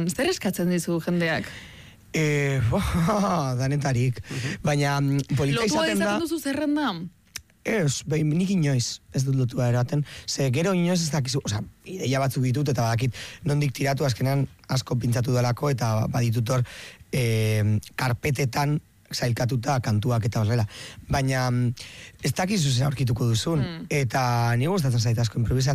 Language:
Basque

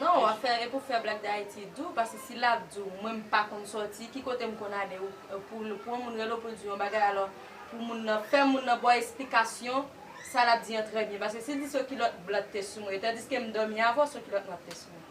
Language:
Haitian Creole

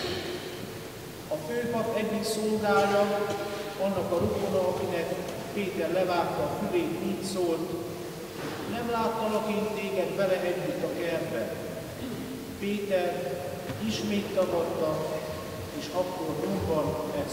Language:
Hungarian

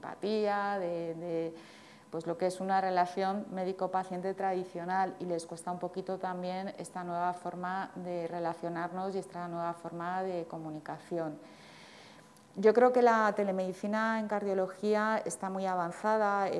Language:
Spanish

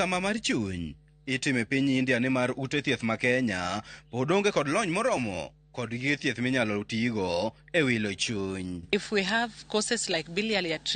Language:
Luo (Kenya and Tanzania)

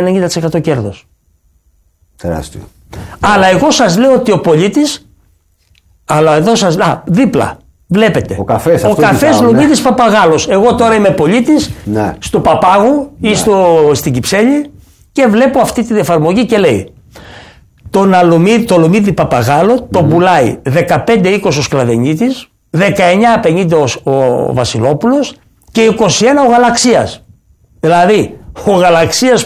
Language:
Greek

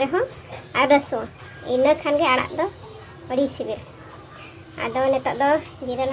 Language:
Santali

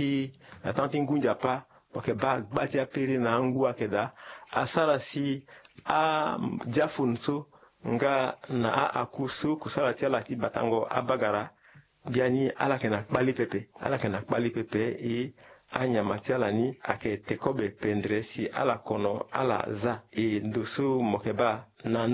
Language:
Sango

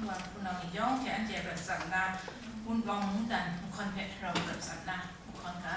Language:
Kachin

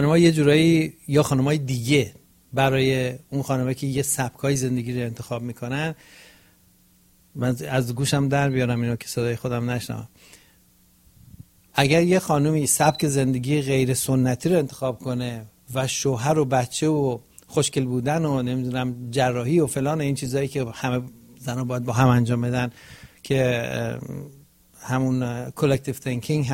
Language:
Persian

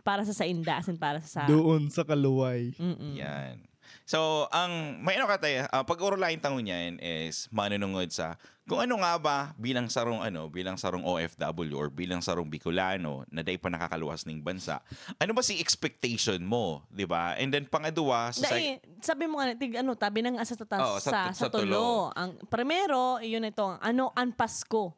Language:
Bikol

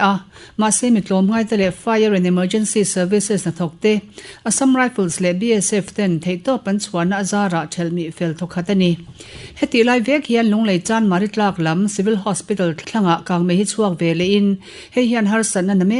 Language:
Mizo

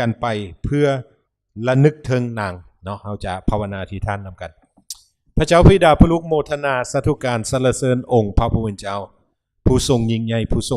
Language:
Lao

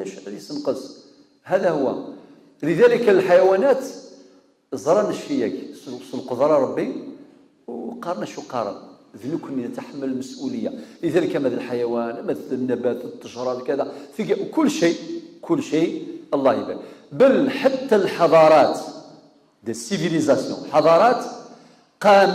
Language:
Kabyle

